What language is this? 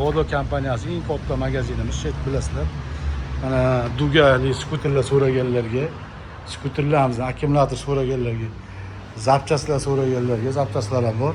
Uzbek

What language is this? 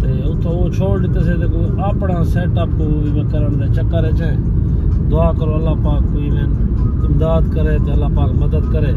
Saraiki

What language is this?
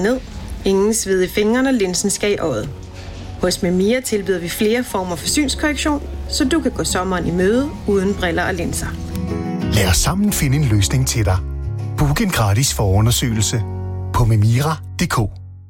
Danish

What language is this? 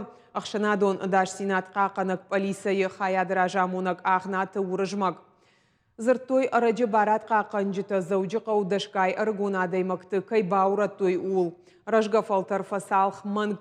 Ossetic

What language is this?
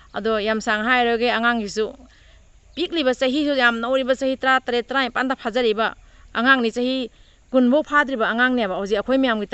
Manipuri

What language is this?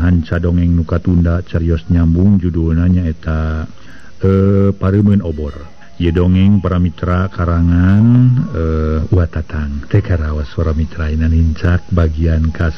Sundanese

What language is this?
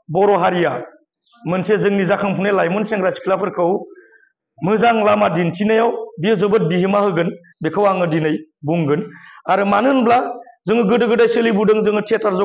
Bodo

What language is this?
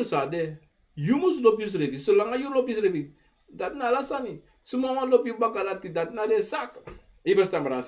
Sranan Tongo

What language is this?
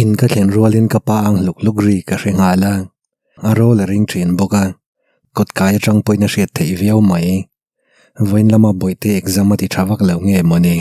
Mizo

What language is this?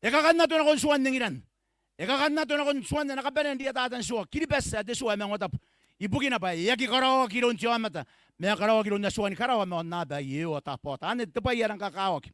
Gilbertese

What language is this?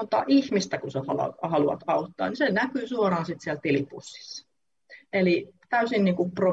Finnish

